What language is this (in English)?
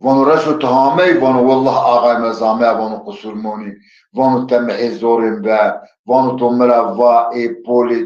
Zaza